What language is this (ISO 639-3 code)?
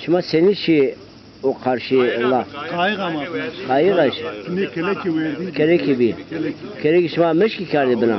zza